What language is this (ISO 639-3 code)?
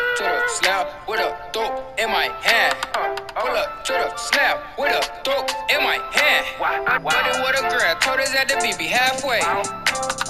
eng